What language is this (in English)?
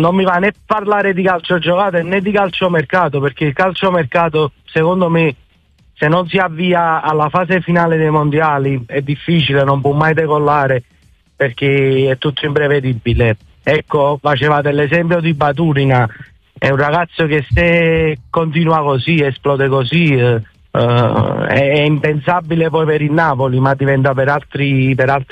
Italian